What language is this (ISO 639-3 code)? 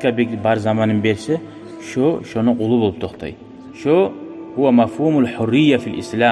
kum